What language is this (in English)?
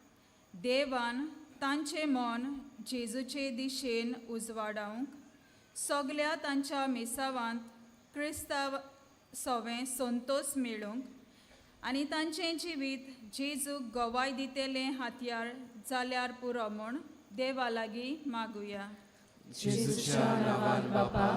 Konkani